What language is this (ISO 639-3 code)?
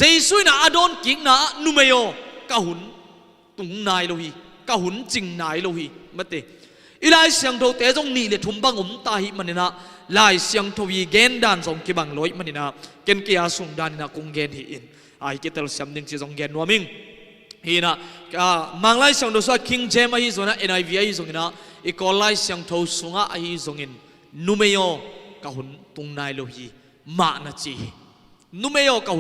ctd